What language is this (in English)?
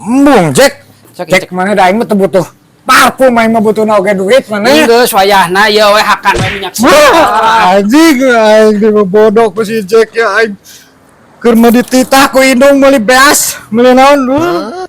Sundanese